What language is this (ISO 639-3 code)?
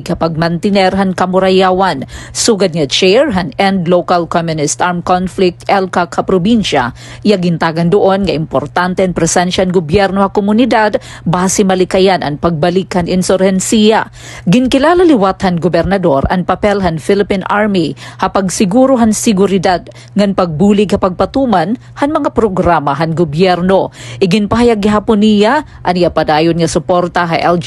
war